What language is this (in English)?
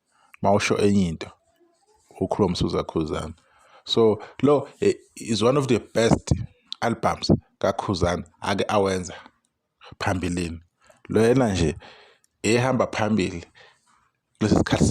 Zulu